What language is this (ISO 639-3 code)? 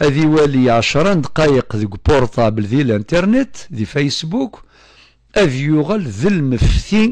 kab